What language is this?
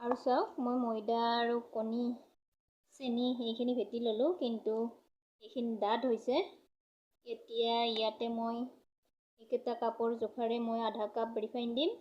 Assamese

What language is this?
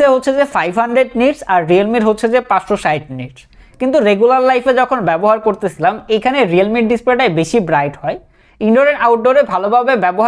Bangla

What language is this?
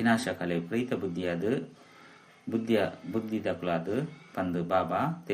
Tulu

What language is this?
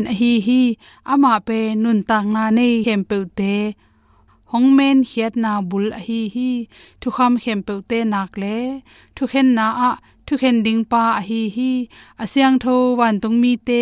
Tedim Chin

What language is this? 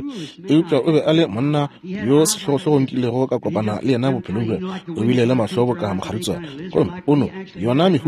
Northern Sotho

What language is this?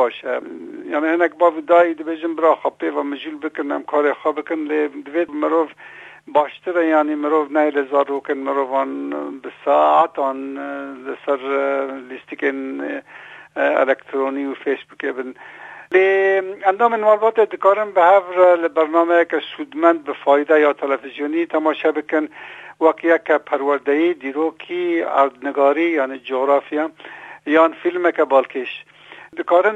Kurdish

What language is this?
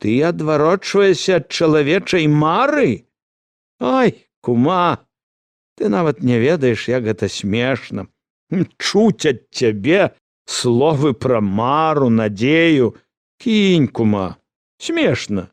Belarusian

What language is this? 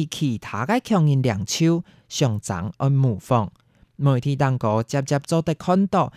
Hakka Chinese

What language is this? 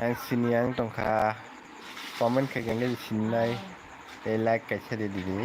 Kok Borok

